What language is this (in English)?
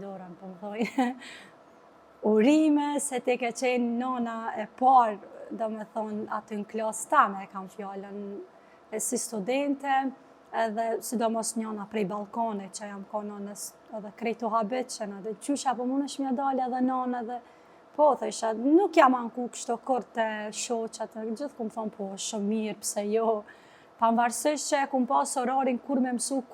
Albanian